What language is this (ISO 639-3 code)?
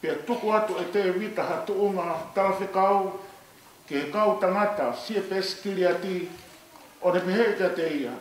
ton